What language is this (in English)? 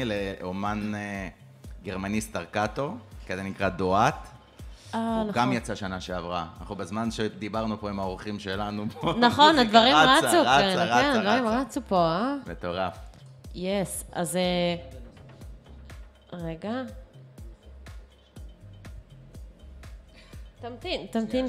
Hebrew